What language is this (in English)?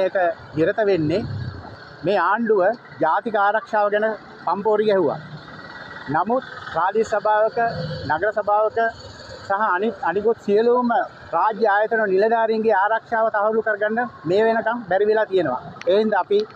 Sinhala